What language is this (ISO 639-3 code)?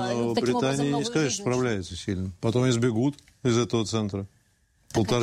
rus